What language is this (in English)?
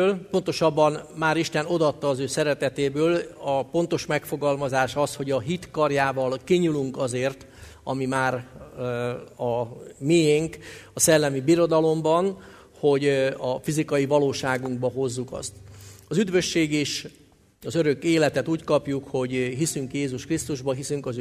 Hungarian